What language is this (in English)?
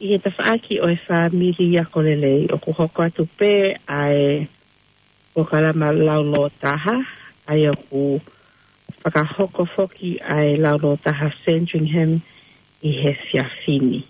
Tongan